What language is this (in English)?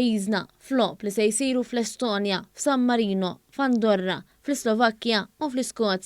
Maltese